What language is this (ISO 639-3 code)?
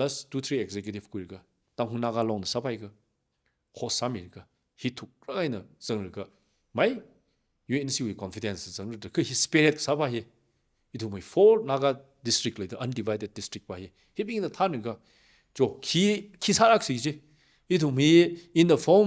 nmf